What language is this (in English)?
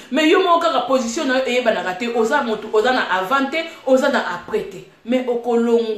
Lingala